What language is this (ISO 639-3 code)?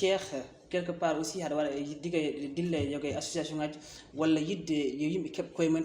ful